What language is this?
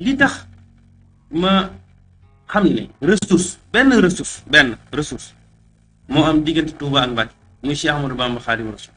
Wolof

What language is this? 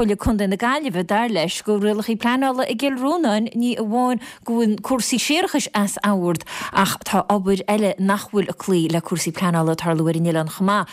Irish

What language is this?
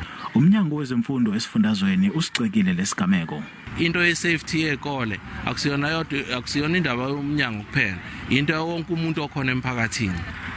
Zulu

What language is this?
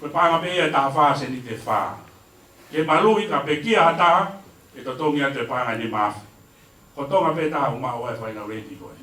Tongan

